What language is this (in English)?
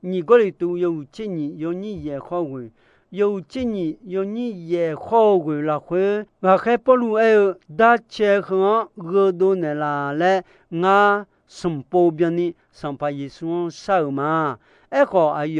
Akha